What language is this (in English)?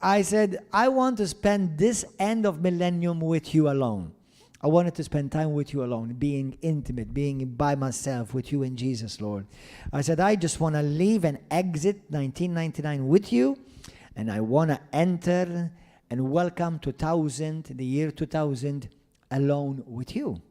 English